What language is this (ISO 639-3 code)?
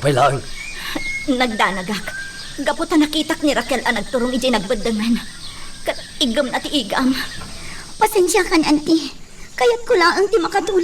ilo